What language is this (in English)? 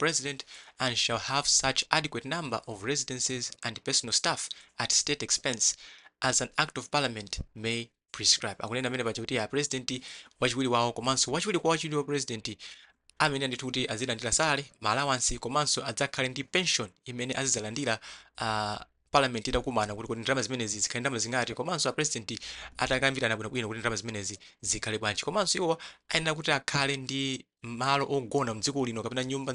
Nyanja